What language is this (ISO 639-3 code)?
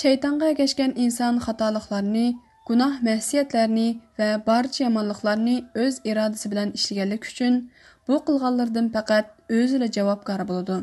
uig